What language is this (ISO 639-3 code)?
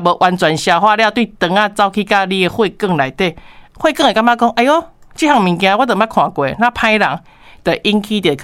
nan